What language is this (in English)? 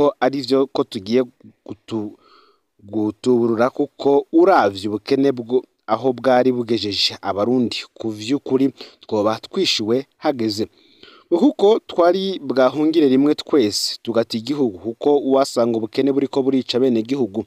Rundi